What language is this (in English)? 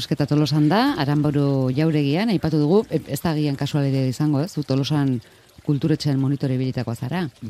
Basque